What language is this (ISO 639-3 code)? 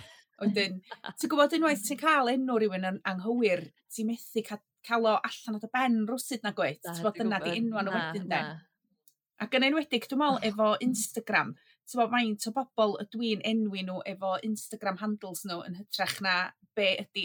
cym